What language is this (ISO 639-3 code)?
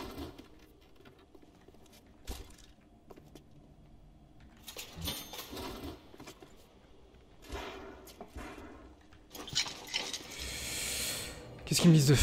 fra